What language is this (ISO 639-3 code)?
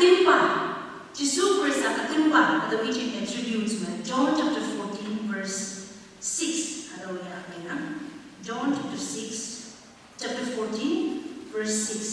nbe